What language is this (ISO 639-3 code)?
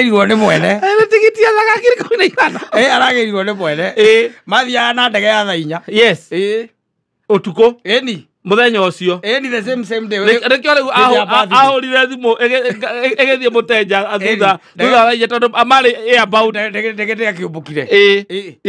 kik